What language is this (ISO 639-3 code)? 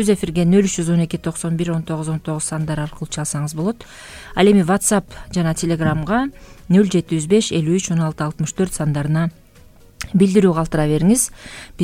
kir